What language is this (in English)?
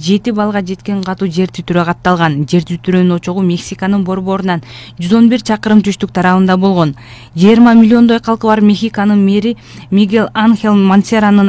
Kyrgyz